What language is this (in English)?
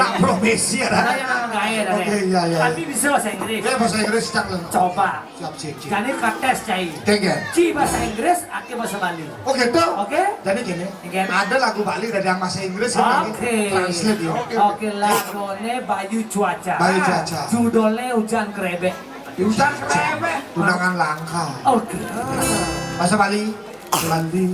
Balinese